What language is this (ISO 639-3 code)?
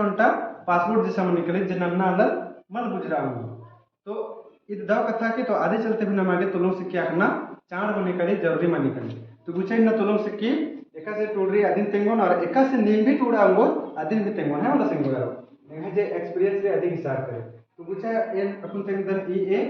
kru